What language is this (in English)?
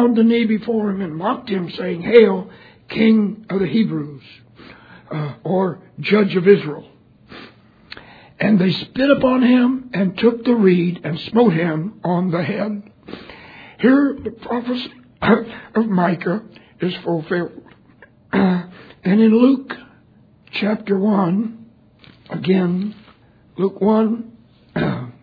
English